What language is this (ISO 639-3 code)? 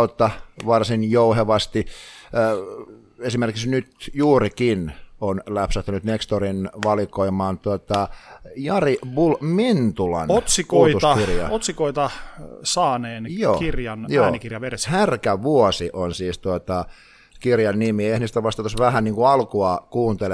fin